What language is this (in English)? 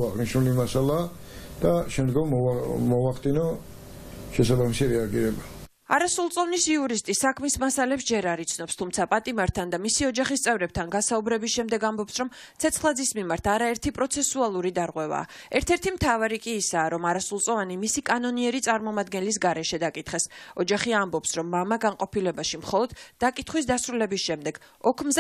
Georgian